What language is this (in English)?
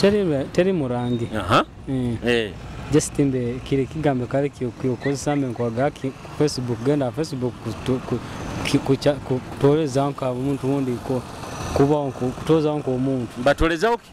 Nyoro